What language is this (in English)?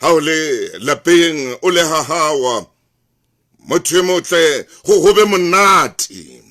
Southern Sotho